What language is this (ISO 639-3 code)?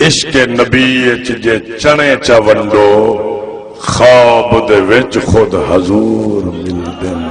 skr